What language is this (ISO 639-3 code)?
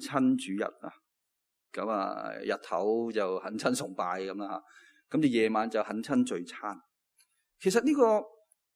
yue